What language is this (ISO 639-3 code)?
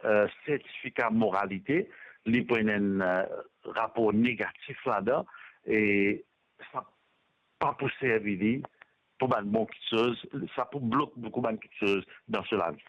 mfe